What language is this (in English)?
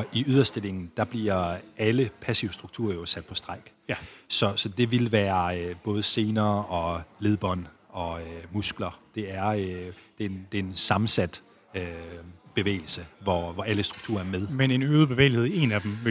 Danish